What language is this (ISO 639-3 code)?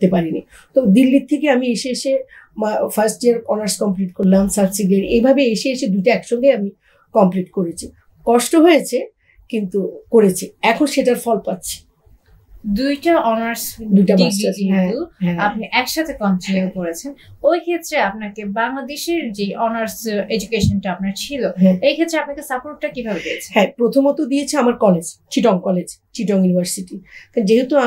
ben